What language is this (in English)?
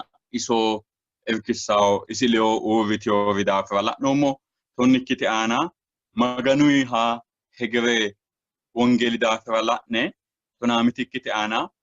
Sidamo